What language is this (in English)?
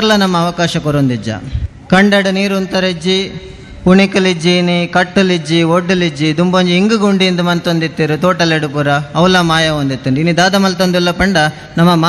Tulu